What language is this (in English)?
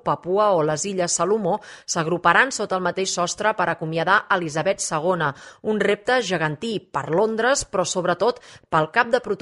Catalan